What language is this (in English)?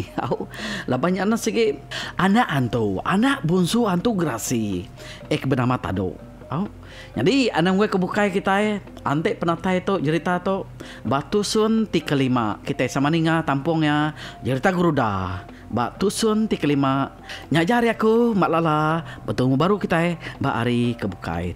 Iban